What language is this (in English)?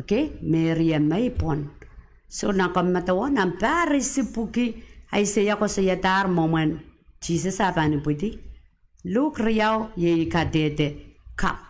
Pohnpeian